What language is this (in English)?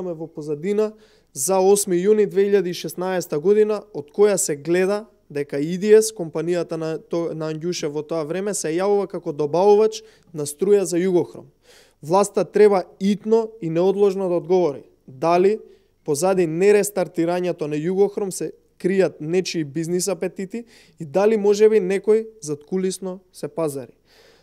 Macedonian